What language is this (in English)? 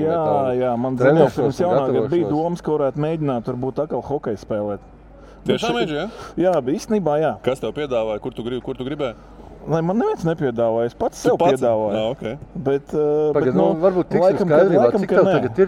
Latvian